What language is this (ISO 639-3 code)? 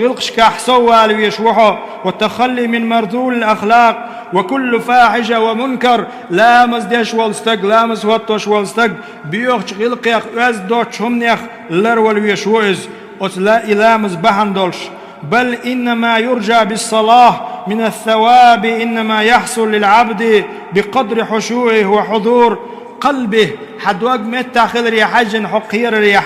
che